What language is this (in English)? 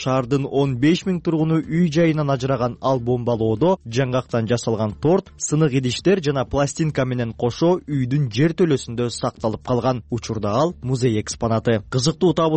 Kyrgyz